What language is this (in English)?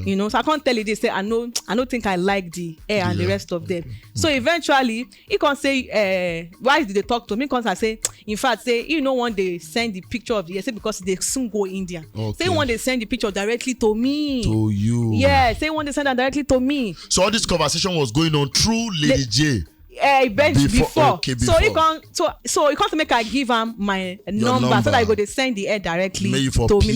Nigerian Pidgin